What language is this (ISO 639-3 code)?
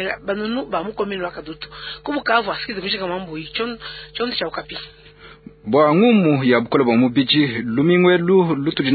lua